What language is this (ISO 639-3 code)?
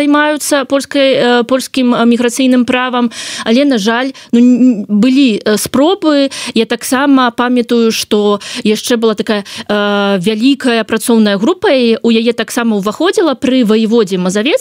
bel